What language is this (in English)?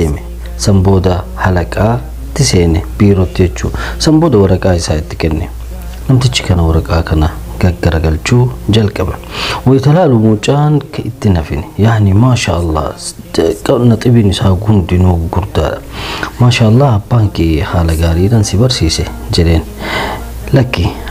Oromo